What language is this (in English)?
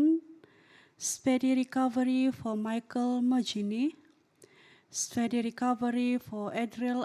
Central Dusun